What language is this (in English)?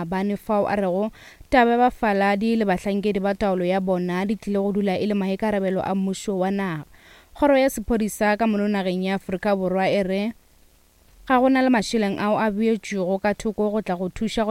Northern Sotho